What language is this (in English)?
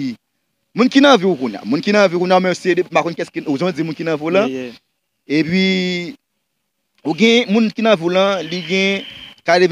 Haitian Creole